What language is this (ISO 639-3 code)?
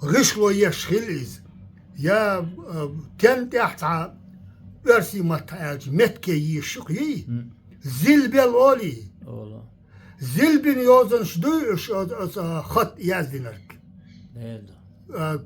che